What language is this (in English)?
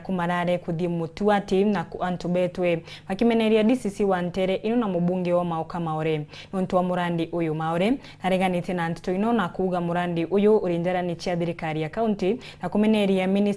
Meru